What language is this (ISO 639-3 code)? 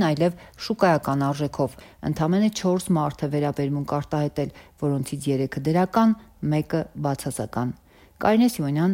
hye